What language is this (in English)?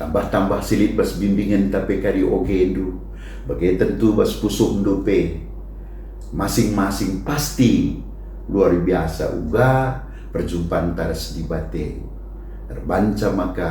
Batak Karo